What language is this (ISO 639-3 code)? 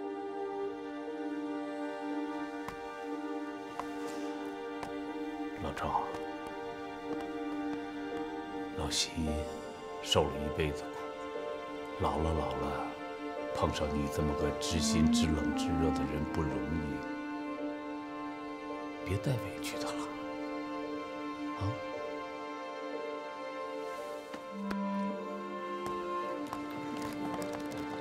zho